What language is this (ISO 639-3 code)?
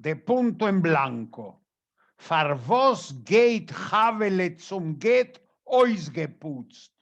yid